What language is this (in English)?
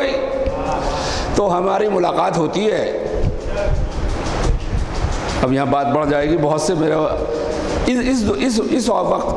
Urdu